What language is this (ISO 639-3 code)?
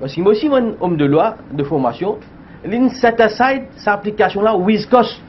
mfe